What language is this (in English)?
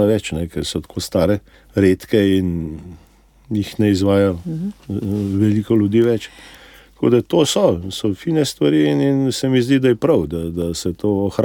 Slovenian